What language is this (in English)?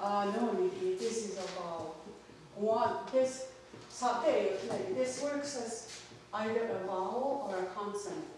Mohawk